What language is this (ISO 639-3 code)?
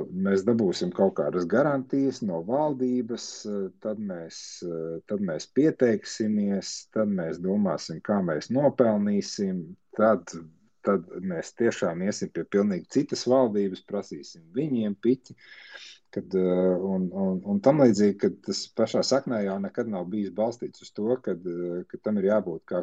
lav